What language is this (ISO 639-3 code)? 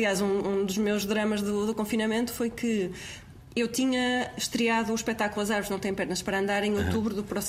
por